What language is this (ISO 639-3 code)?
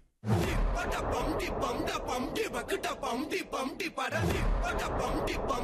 tam